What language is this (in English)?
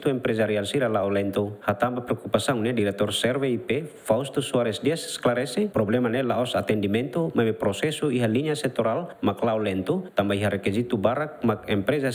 Tetum